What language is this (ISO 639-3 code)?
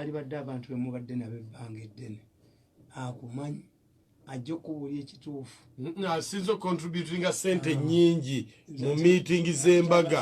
lug